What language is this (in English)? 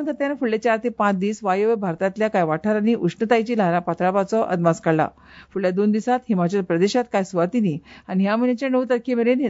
Konkani